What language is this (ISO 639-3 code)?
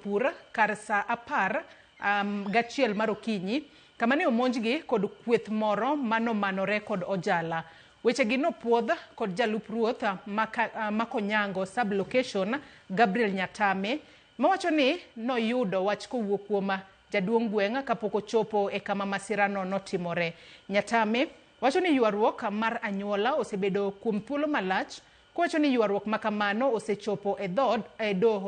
luo